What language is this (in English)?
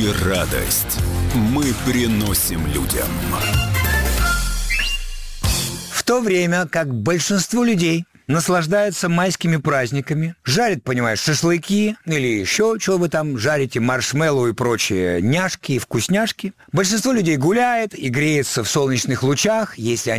Russian